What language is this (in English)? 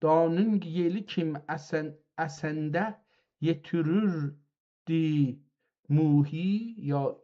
South Azerbaijani